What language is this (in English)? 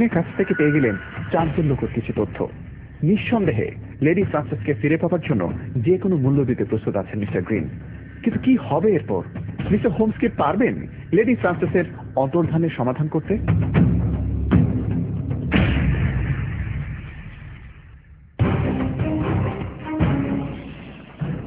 Bangla